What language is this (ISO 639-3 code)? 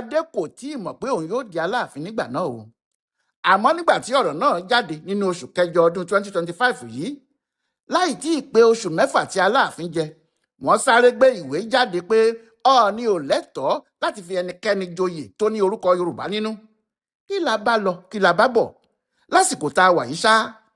yor